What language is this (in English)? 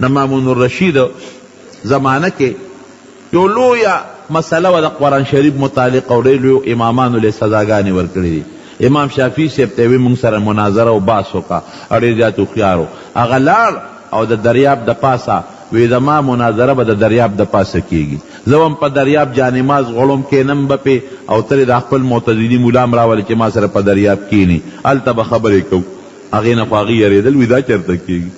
Pashto